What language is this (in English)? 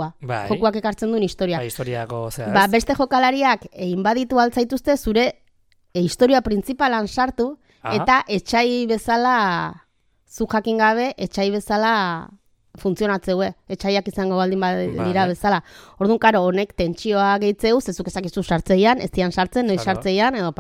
Basque